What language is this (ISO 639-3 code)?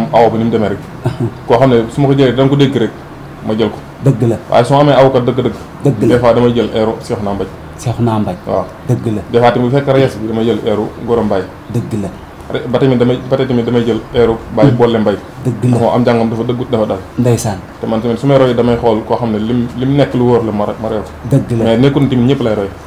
wol